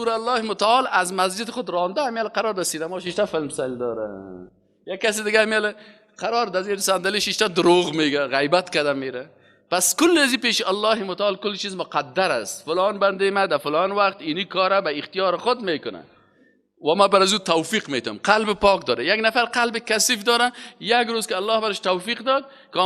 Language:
Persian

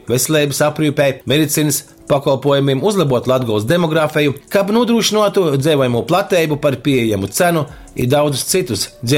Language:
Latgalian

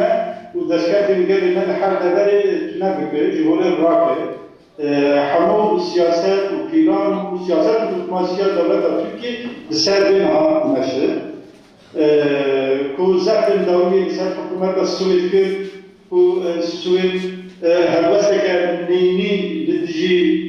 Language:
Kurdish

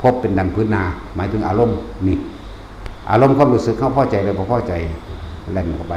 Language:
Northeastern Thai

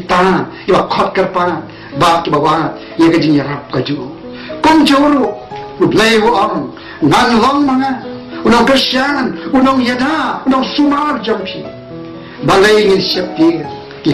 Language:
Khasi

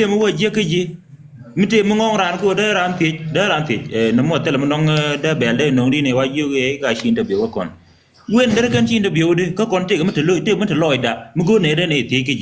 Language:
Nuer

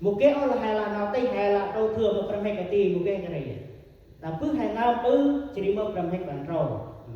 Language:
Central Mnong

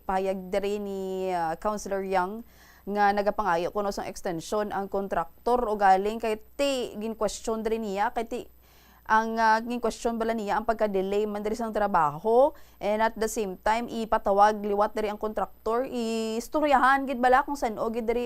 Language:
Hiligaynon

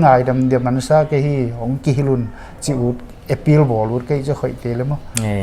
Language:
Paite Chin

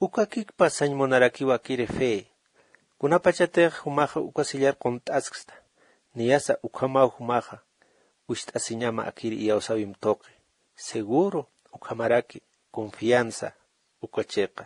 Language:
Aymara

